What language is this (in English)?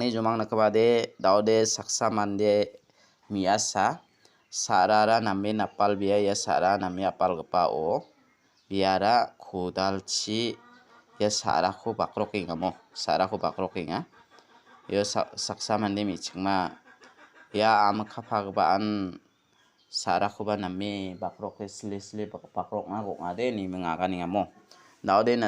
Garo